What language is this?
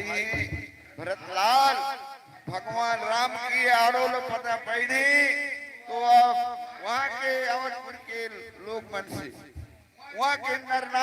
Chhattisgarhi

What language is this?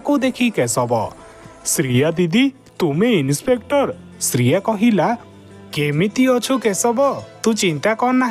Odia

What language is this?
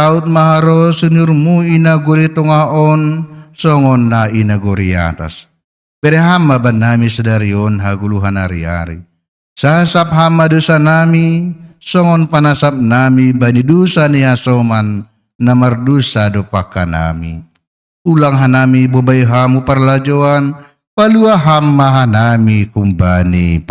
Batak Simalungun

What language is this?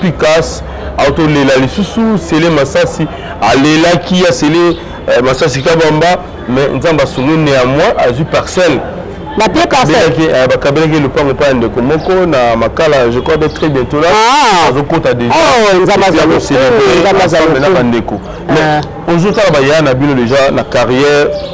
Lingala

